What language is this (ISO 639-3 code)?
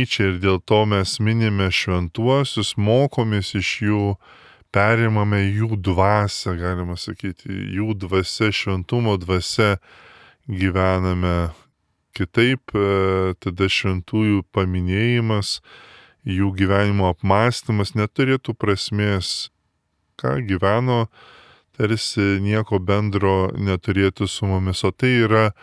lit